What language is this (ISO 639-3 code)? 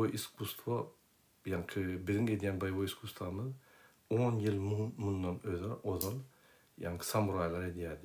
tuk